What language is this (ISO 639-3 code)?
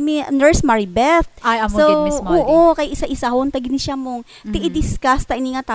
hil